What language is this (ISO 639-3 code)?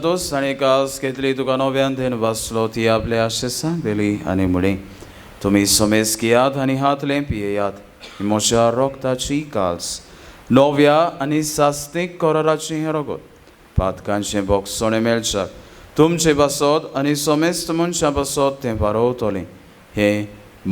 kok